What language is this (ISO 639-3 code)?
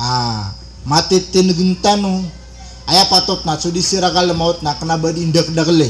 mrw